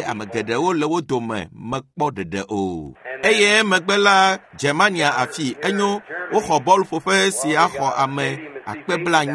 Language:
Ewe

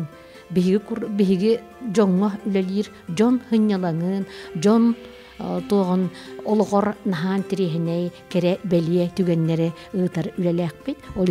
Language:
Yakut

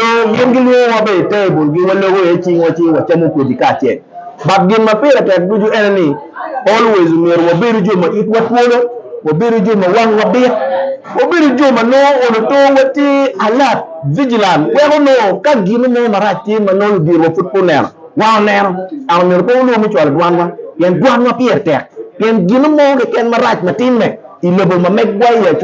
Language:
Acoli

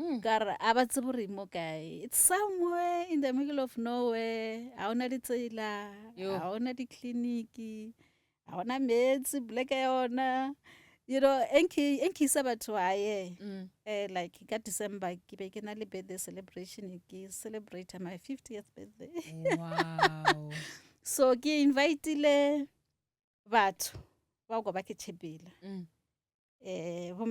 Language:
Northern Sotho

